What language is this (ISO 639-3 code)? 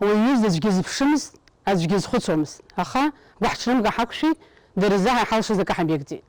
abk